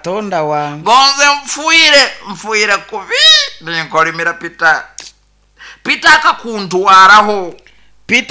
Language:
Nyoro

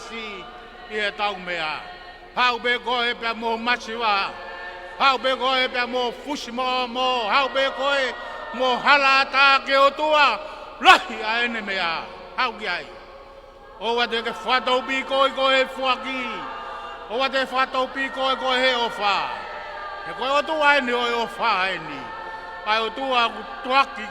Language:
Tongan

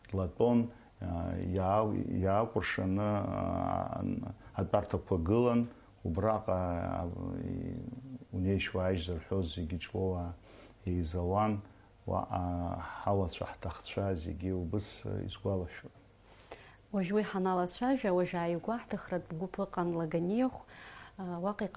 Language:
Abkhazian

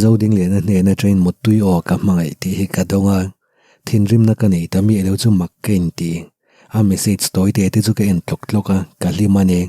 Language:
Mizo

